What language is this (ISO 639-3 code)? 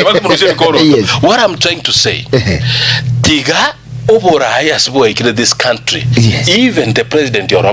guz